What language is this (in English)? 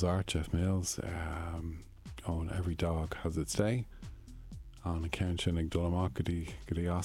Irish